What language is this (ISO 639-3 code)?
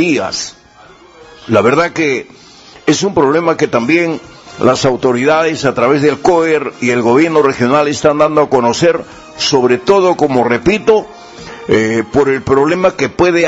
spa